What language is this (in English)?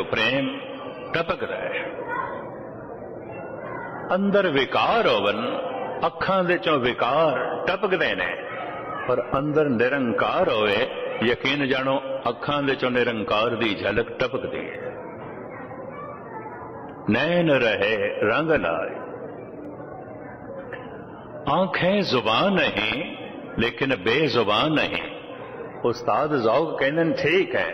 Punjabi